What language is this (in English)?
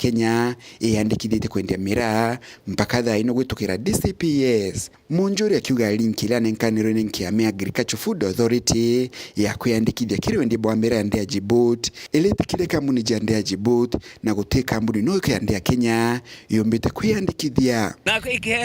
Meru